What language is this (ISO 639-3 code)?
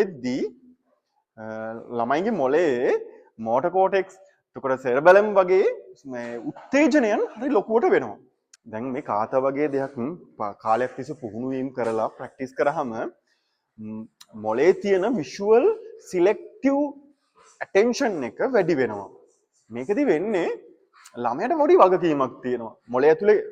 sin